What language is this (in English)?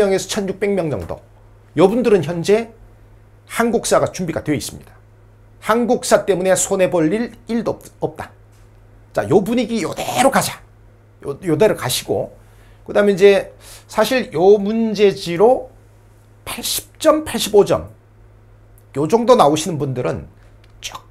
Korean